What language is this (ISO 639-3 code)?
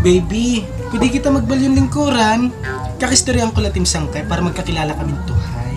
war